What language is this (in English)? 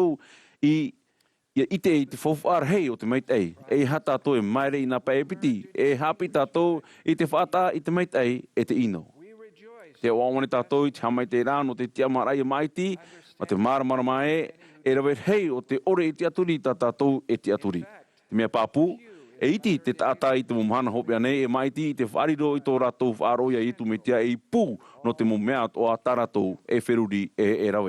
Tahitian